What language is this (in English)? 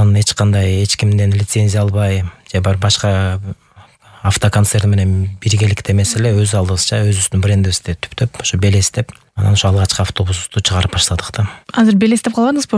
Kyrgyz